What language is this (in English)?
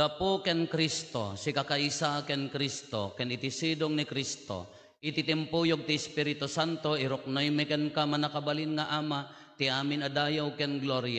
Iloko